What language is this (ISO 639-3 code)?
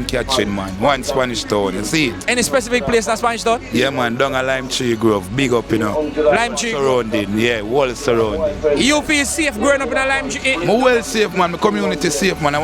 jam